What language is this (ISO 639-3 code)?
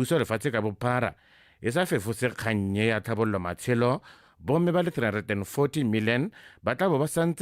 tsn